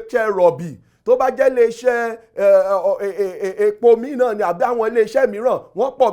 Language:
Yoruba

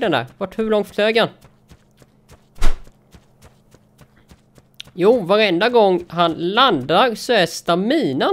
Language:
Swedish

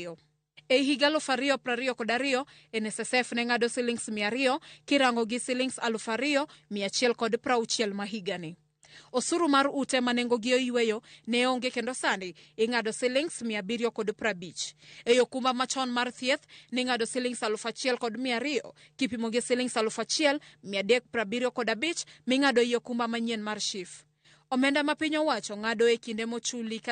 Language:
Luo (Kenya and Tanzania)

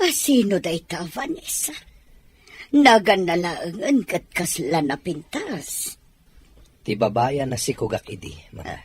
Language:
Iloko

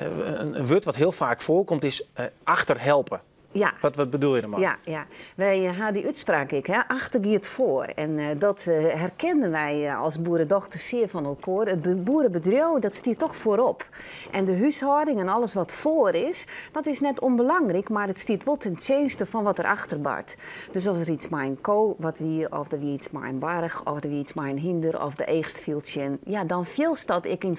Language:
Western Frisian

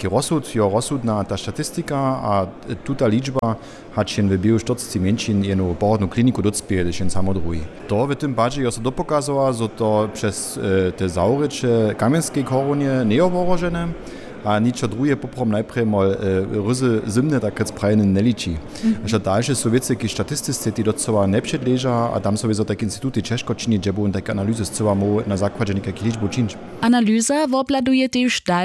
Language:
Upper Sorbian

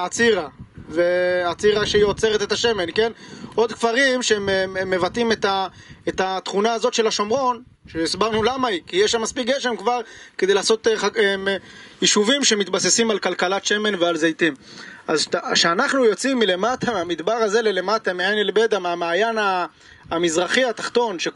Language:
Hebrew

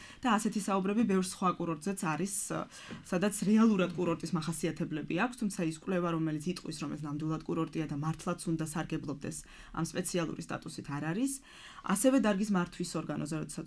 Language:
Georgian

